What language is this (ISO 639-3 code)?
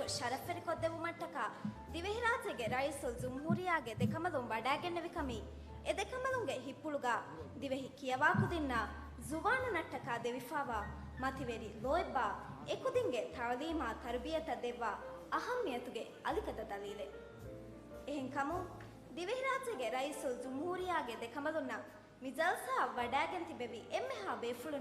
div